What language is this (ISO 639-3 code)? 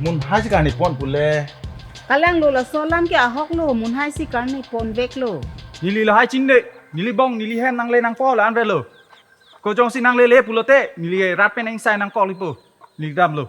mjw